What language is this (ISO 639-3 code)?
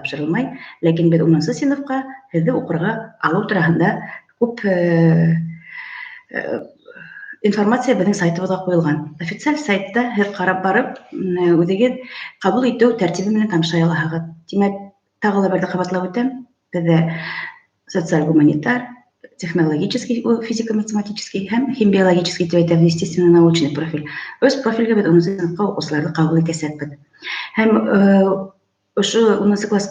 bak